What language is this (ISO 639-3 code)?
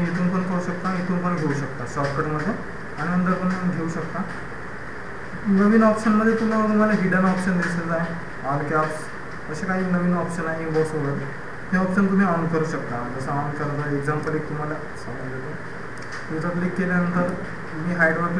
mar